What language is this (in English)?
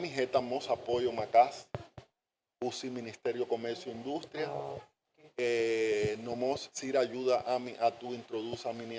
Tetum